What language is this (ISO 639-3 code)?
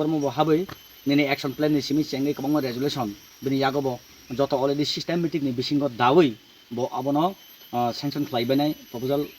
trp